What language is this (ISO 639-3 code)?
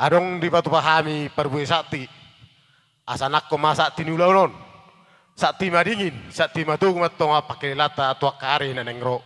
bbc